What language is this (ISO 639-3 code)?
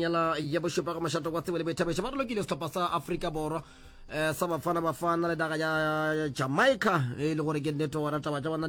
nso